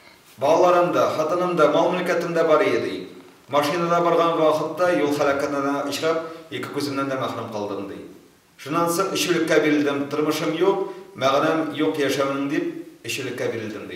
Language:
Tatar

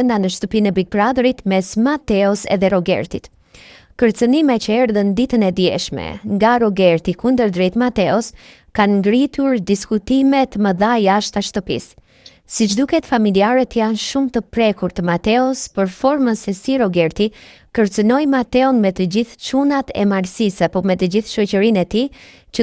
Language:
Albanian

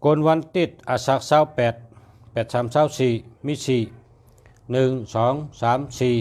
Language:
Shan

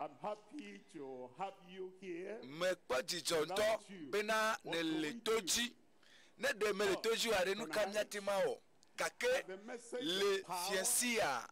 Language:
Ewe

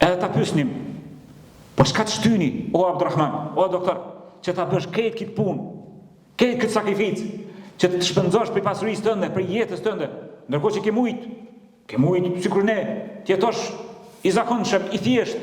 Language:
Albanian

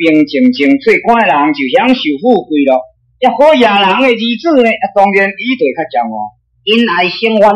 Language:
Min Nan Chinese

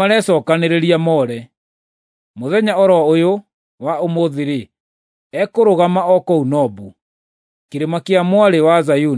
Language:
Kikuyu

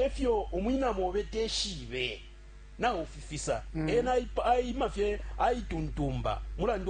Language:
Bemba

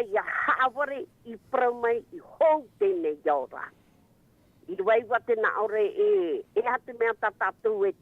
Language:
Tahitian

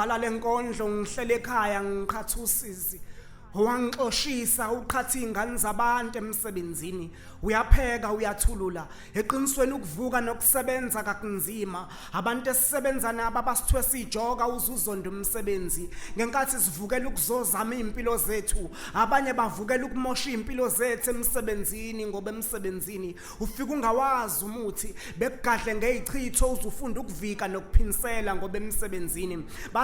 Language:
Zulu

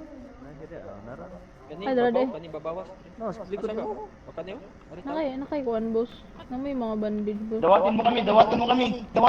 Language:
Cebuano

